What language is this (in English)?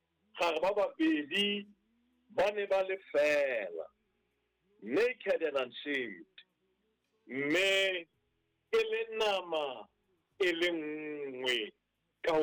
Southern Sotho